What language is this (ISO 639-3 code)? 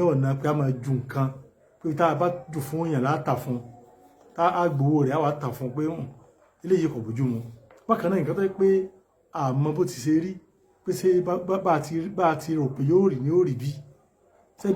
yor